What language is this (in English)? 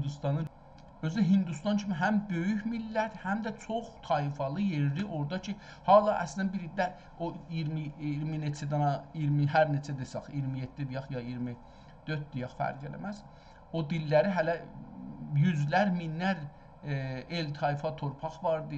South Azerbaijani